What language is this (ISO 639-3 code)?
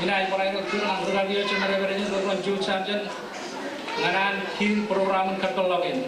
mah